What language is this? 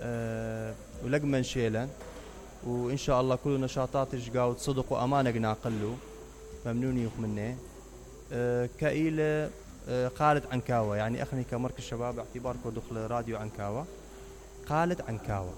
Mesopotamian Arabic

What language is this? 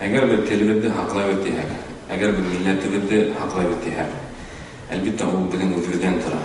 Bashkir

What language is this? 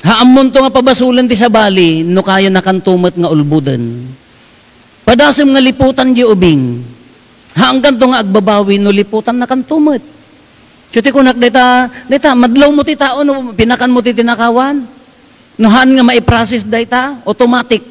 Iloko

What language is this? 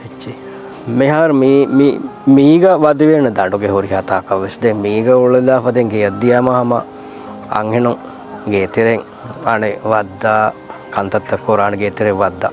Divehi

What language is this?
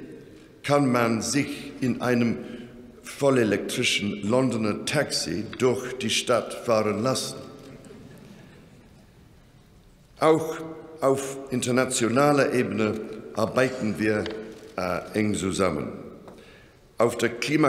German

